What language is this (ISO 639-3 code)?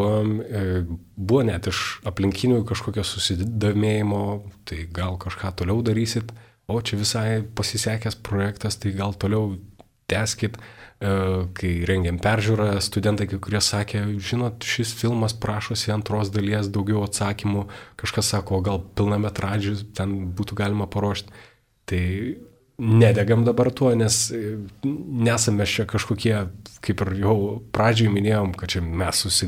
lit